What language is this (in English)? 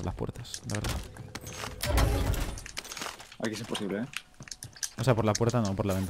Spanish